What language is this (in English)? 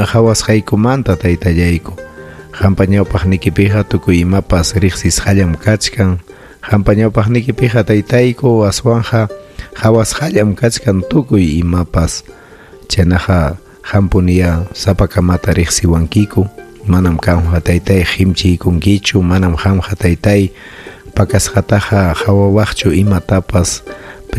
Ayacucho Quechua